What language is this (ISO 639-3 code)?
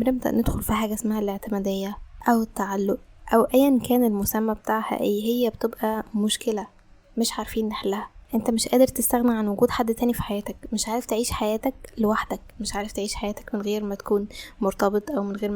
arz